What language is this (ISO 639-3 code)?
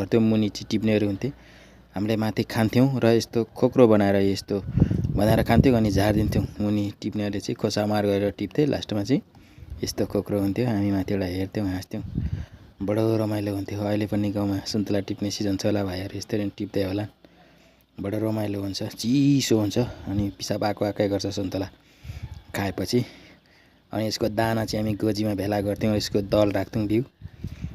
nep